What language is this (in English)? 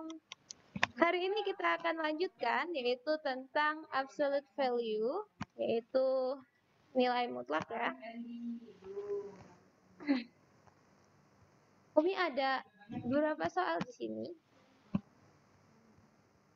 Indonesian